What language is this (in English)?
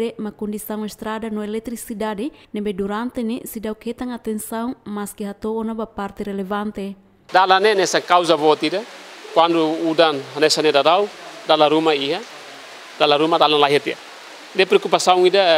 Tetum